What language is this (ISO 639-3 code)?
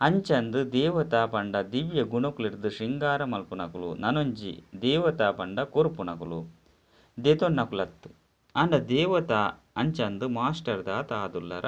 tcy